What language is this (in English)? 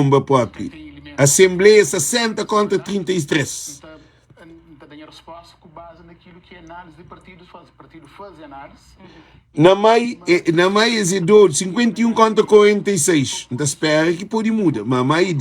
Kabuverdianu